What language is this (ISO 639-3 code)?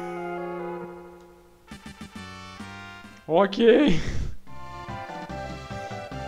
por